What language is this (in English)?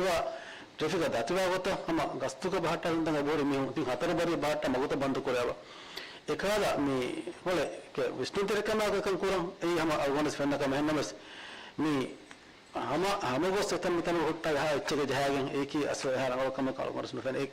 Divehi